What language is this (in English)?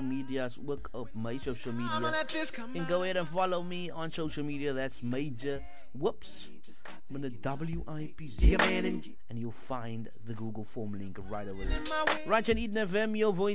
Afrikaans